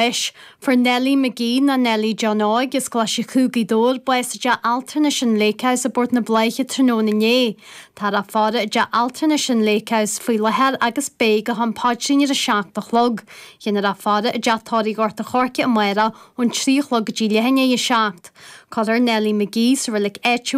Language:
Irish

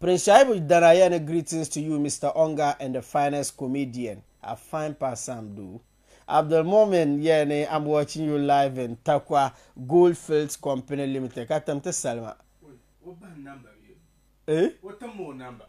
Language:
Dagbani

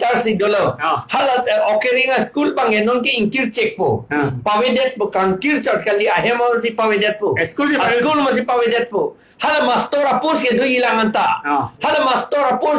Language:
Karbi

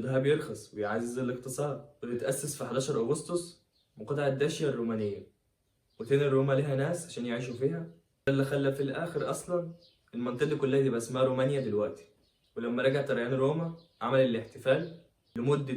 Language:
Egyptian Arabic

